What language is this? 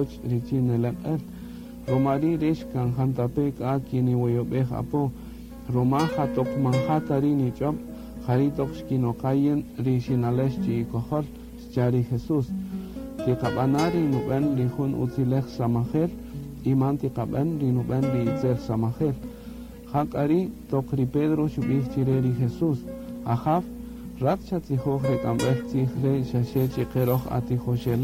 Kaqchikel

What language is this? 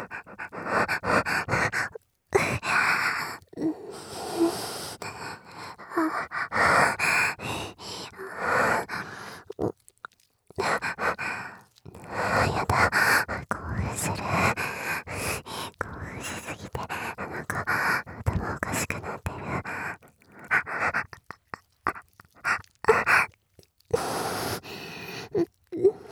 Japanese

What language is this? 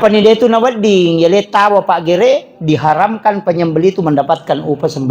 Buginese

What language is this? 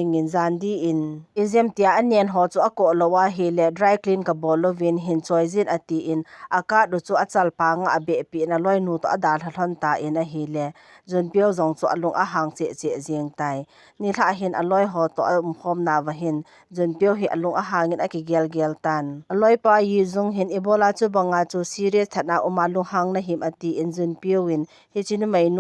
Thado Chin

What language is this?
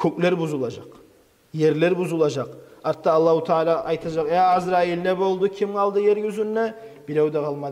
Kumyk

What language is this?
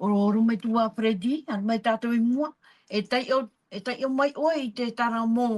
Tahitian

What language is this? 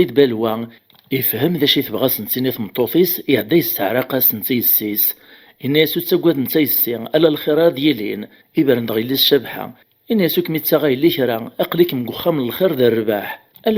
Kabyle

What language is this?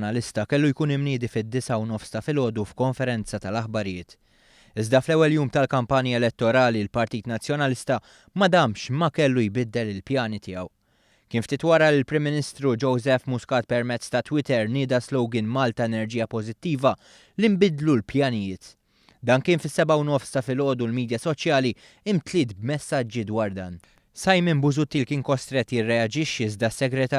Maltese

